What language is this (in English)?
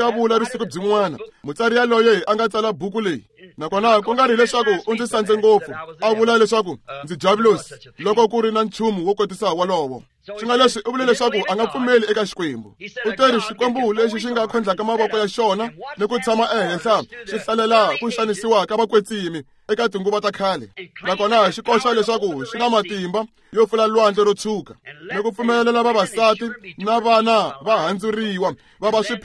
Tsonga